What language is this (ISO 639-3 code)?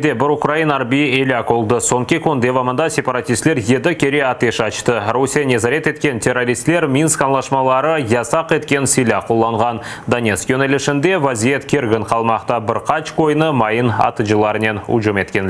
crh